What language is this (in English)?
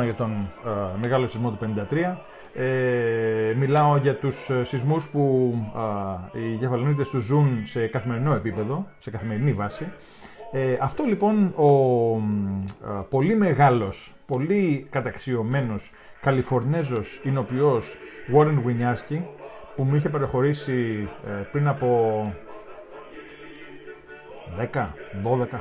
Greek